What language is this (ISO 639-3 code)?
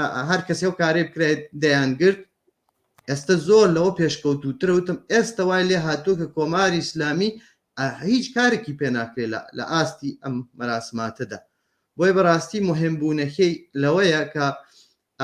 ckb